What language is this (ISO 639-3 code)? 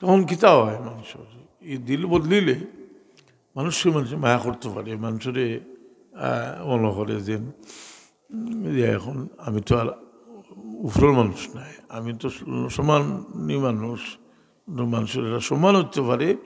syl